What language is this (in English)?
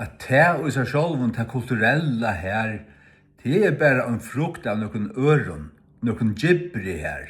Faroese